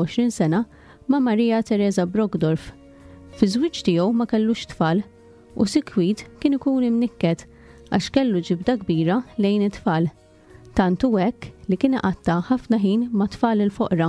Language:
Maltese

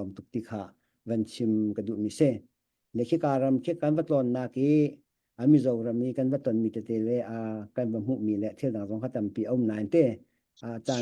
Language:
Hakha Chin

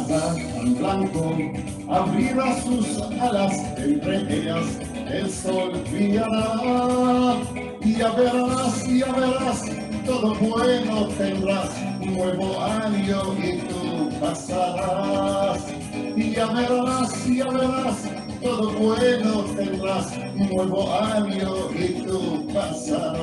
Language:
Ladino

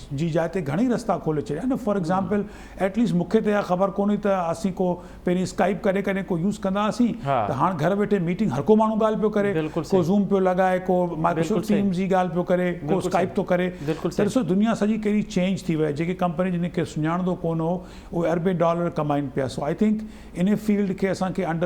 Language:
Sindhi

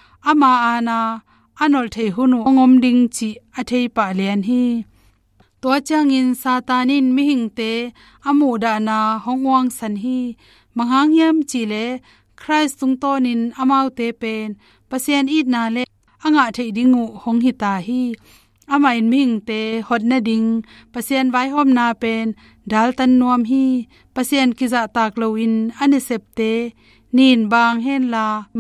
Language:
Tedim Chin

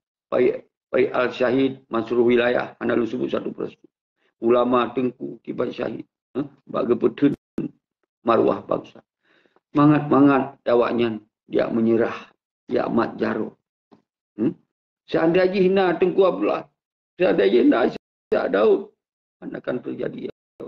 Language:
Achinese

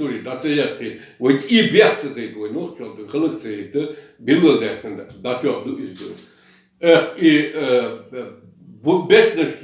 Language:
Chechen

